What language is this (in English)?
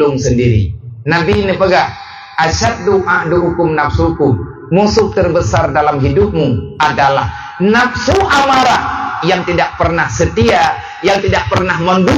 Achinese